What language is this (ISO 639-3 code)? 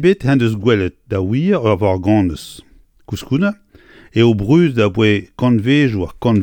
bre